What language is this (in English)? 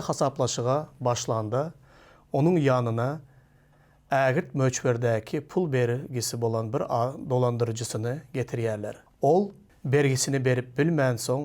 Turkmen